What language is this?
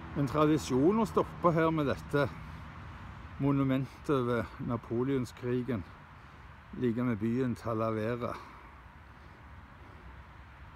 Norwegian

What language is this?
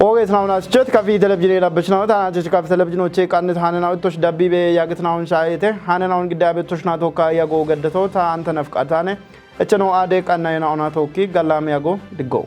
Kafa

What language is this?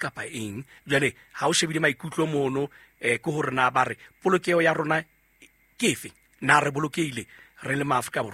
Southern Sotho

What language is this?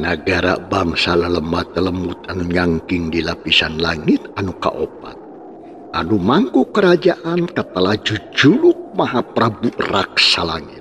Sundanese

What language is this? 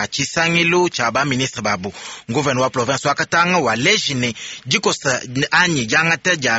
Luba-Lulua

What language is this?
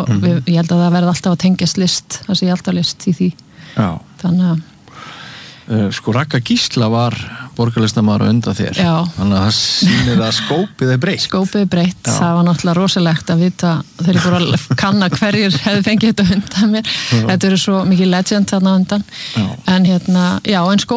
Icelandic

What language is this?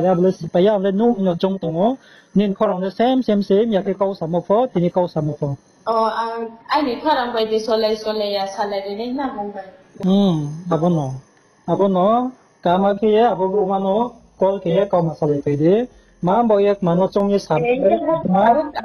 Riang (India)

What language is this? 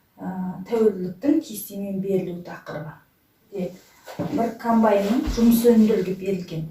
Kazakh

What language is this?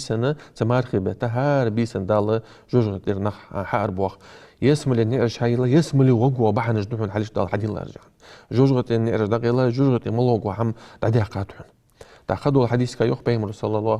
Ingush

